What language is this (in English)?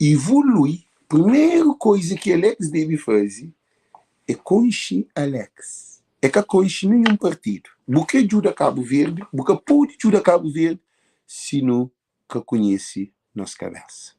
Kabuverdianu